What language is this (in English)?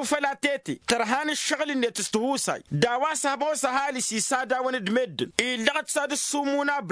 Tamasheq